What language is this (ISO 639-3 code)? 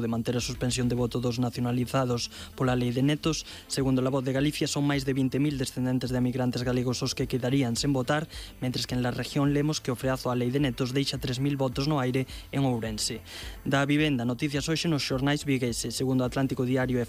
glg